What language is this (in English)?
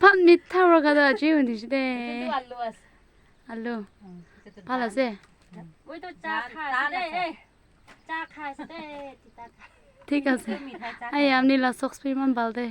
Naga Pidgin